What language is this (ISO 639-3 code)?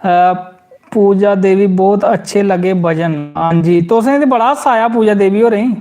doi